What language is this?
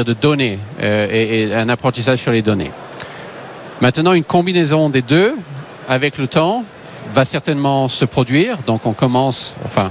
French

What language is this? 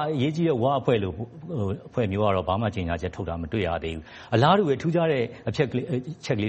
Burmese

